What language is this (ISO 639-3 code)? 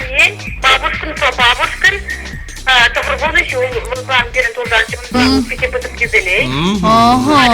chv